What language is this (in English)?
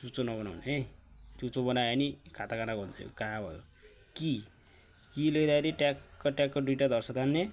Nepali